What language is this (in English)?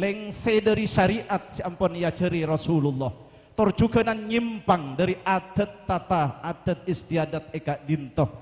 Madurese